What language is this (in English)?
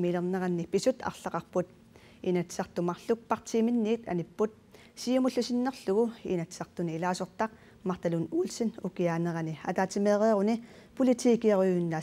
Kalaallisut